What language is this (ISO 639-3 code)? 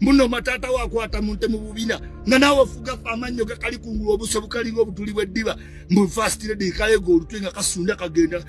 lug